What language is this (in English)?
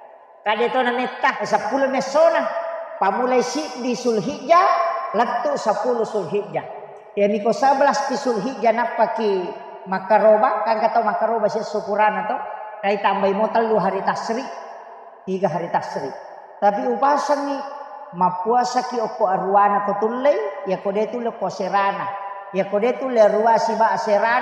Buginese